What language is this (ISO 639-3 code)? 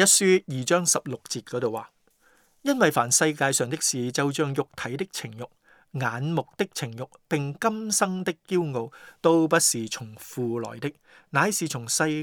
yue